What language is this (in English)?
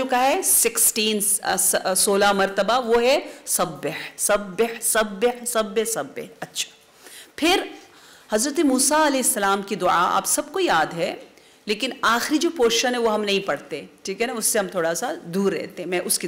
Urdu